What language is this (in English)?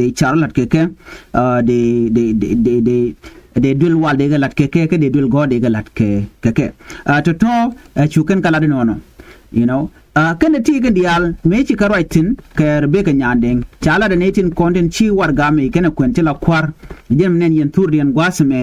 Nuer